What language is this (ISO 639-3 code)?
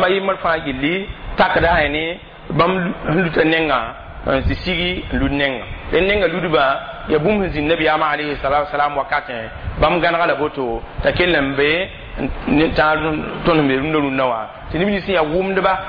mos